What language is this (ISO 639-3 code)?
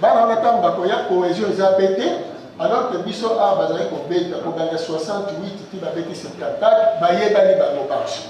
lin